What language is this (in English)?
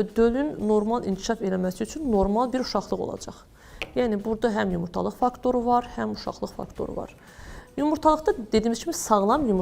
Azerbaijani